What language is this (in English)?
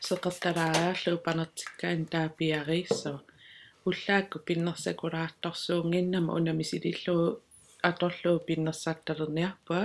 Kalaallisut